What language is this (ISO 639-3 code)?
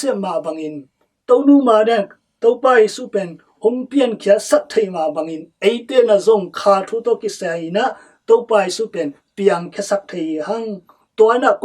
ctd